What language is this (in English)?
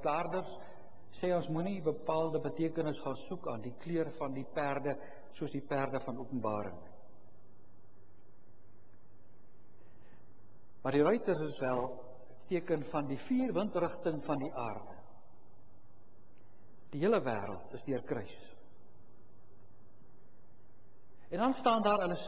Afrikaans